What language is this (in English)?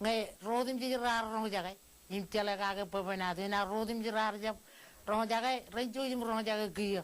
Marshallese